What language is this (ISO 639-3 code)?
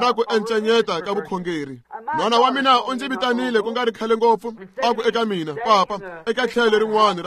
tso